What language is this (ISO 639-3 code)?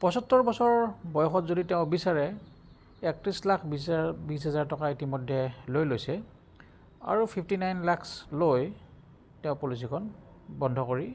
asm